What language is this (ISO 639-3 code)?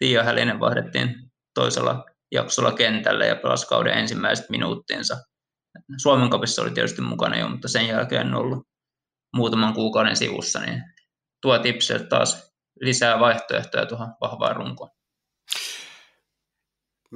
fin